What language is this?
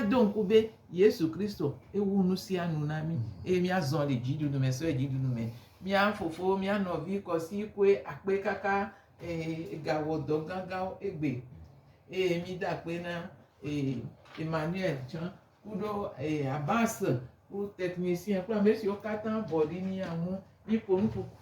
Gen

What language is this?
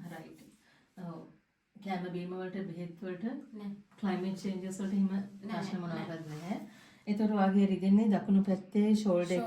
Sinhala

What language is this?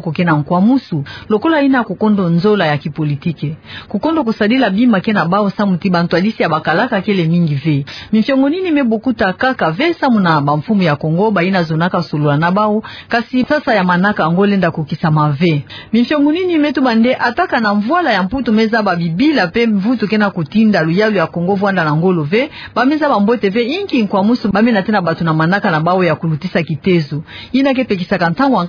Kituba (Democratic Republic of Congo)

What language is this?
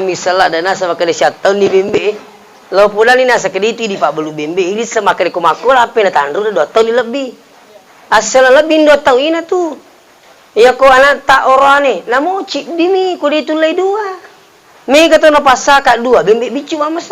Buginese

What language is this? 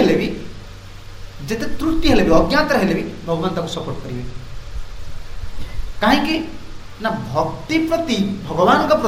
Odia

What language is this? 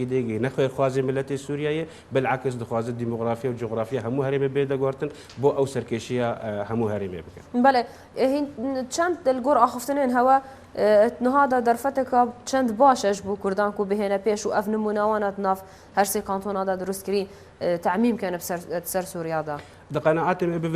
Kurdish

